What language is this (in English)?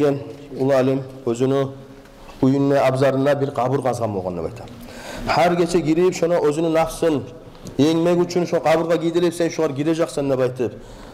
Kumyk